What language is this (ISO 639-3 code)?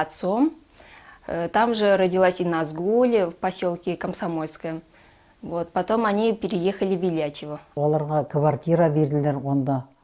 bak